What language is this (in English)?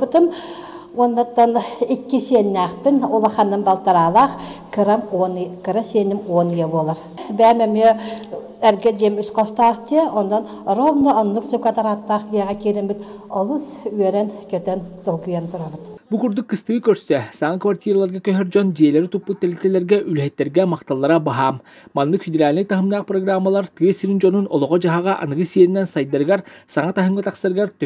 Yakut